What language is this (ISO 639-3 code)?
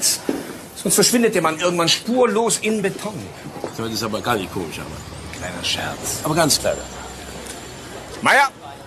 deu